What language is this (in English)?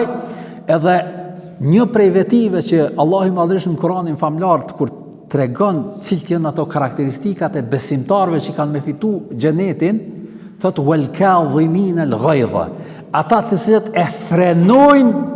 Albanian